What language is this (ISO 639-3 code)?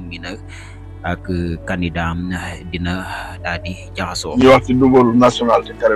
wol